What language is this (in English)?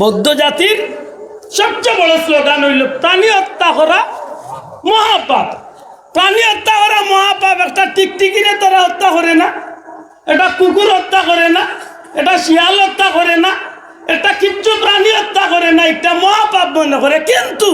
Sylheti